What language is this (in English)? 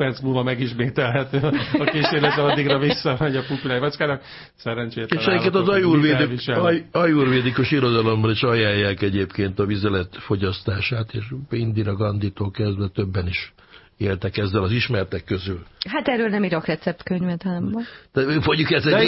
Hungarian